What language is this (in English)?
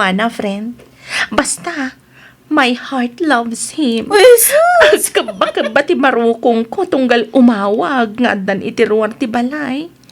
Iloko